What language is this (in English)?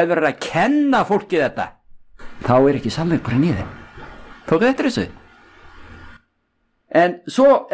Icelandic